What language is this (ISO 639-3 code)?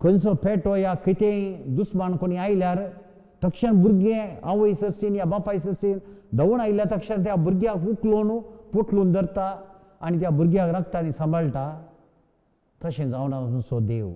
kok